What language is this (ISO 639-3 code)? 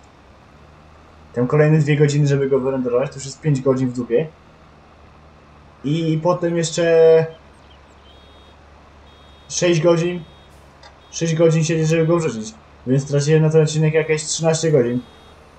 pol